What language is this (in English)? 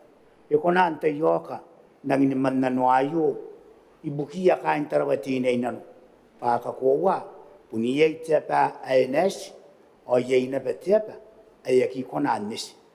Gilbertese